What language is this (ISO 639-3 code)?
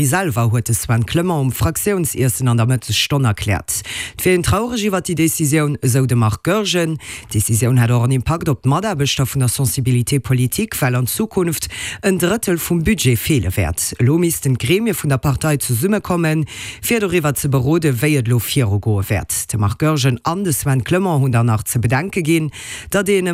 ltz